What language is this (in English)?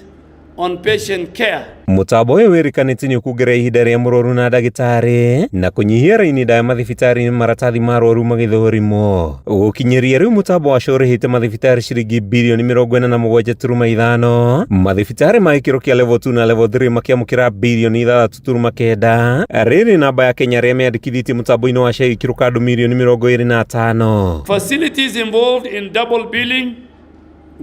Kikuyu